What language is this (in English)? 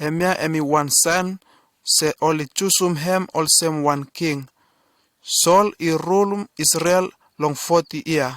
Bislama